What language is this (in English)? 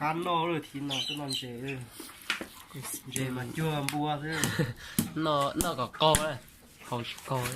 Hmong